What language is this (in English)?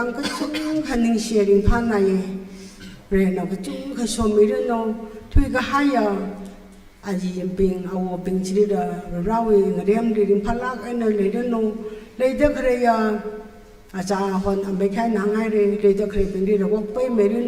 Tangkhul Naga (India)